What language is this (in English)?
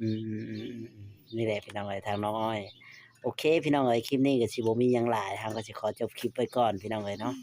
Northeastern Thai